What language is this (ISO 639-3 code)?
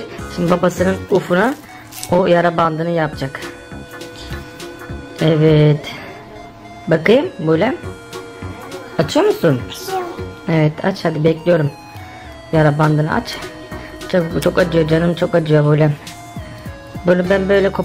tur